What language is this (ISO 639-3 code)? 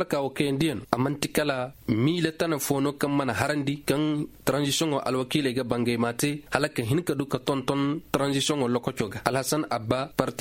ses